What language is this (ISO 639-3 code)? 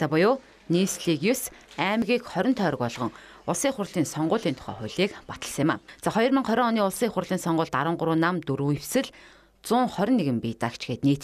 mon